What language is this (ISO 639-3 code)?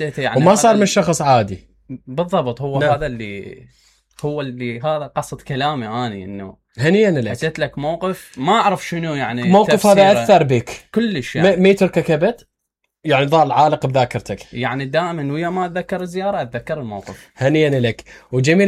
acm